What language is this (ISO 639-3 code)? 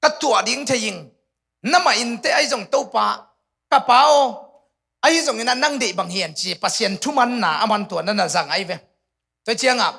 ctd